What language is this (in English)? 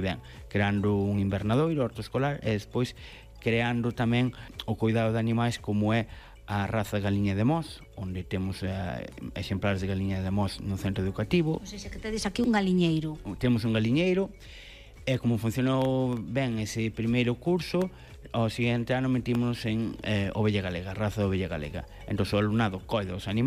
Galician